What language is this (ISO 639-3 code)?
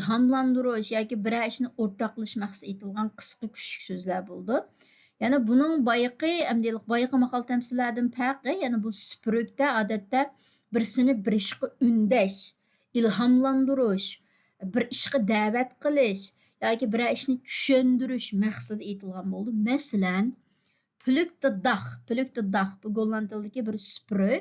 uig